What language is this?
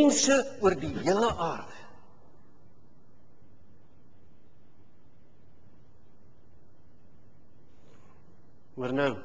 Afrikaans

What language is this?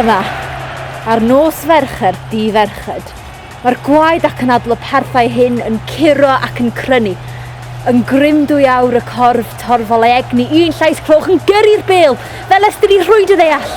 Welsh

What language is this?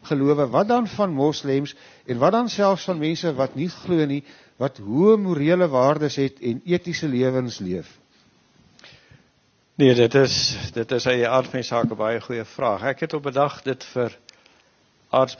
Afrikaans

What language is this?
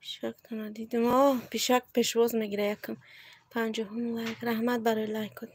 Tajik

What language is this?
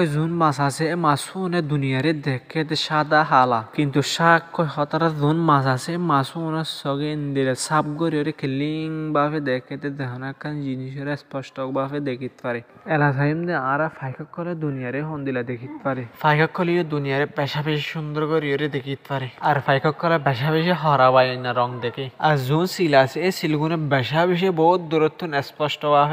Rohingya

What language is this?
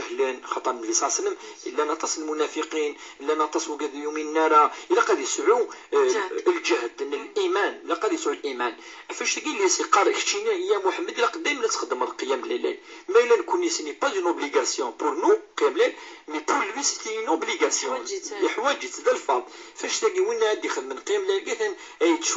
Kabyle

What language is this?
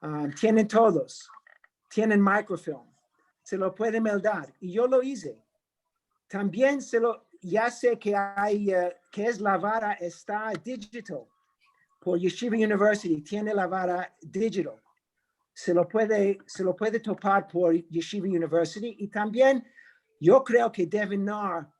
Ladino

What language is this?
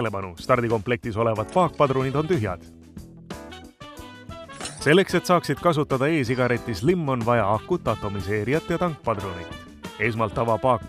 Estonian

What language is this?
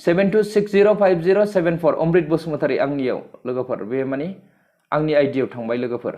Bodo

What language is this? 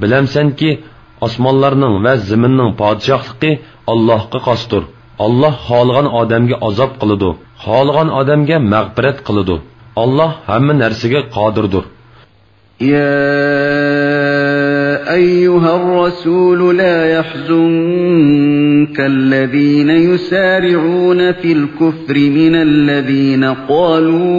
Uyghur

